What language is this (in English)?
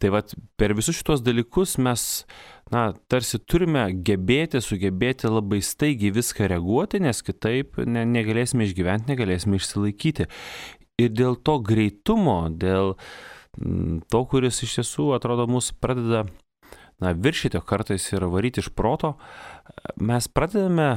Lithuanian